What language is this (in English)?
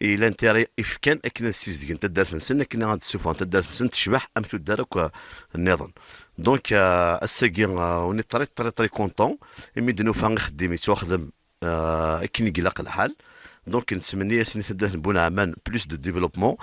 Kabyle